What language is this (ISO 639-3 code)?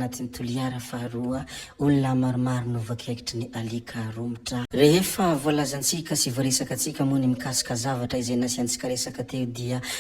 mlg